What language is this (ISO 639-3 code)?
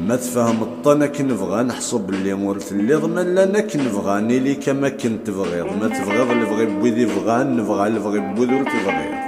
kab